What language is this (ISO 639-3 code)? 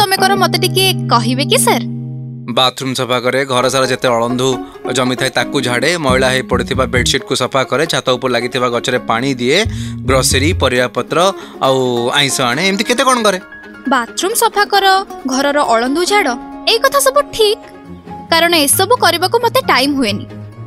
ori